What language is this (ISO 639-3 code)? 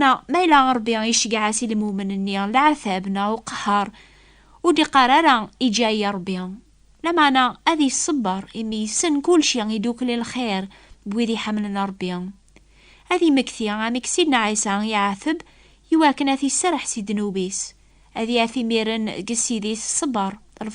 kab